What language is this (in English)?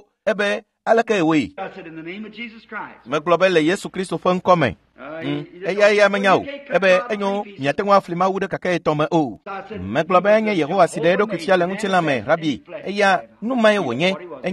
Ewe